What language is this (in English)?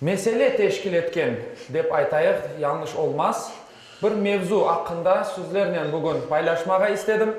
Crimean Tatar